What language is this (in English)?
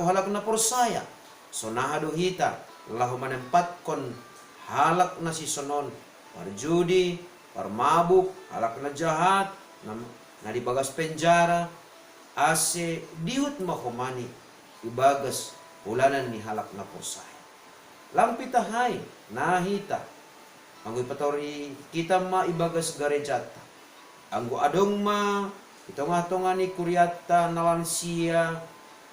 Batak Simalungun